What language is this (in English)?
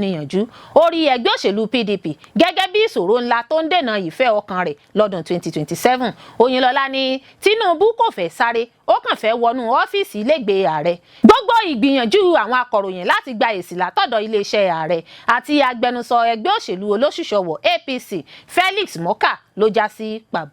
Yoruba